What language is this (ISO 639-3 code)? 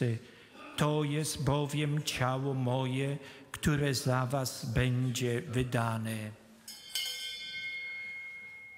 pol